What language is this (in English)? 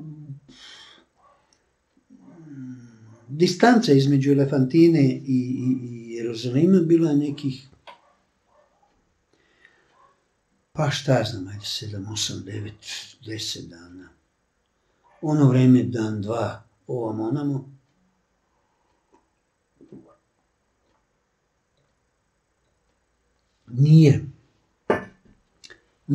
Serbian